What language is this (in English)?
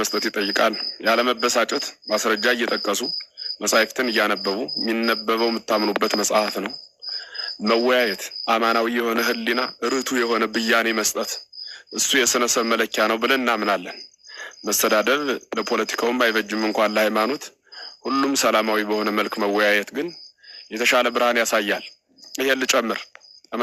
Amharic